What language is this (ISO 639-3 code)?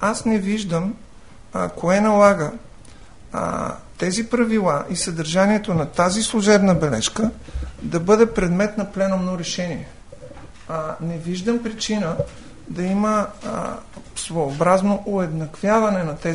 bul